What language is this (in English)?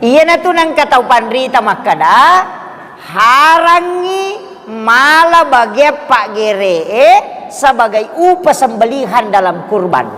Buginese